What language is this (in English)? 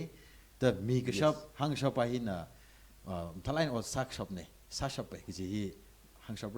Tangkhul Naga (India)